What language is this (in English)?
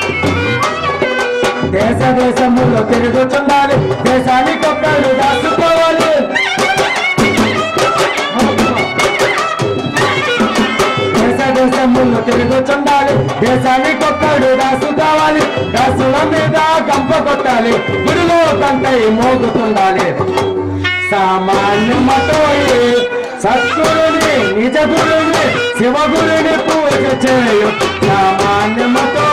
Telugu